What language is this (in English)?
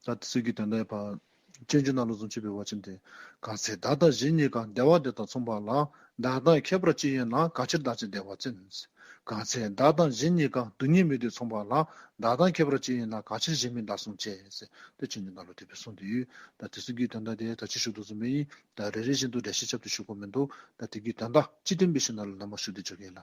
Dzongkha